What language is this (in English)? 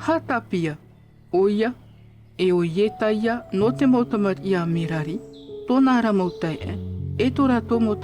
Tahitian